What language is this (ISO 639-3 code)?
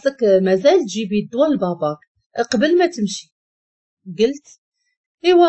ary